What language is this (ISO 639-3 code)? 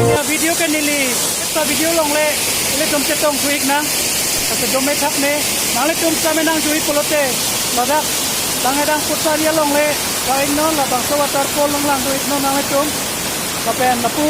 mjw